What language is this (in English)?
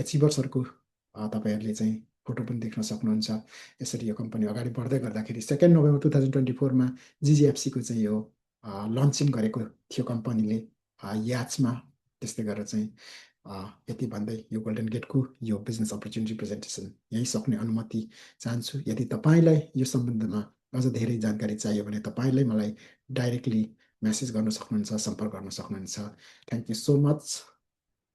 Nepali